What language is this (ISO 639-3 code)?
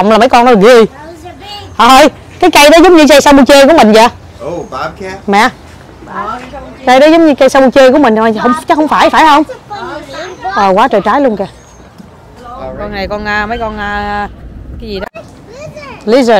vie